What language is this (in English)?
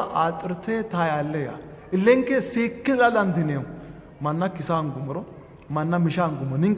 Sidamo